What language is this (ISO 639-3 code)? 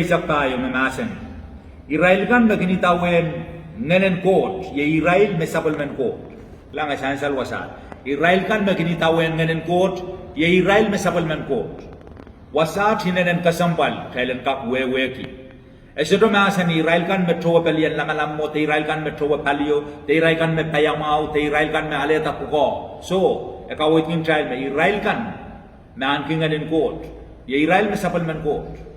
pon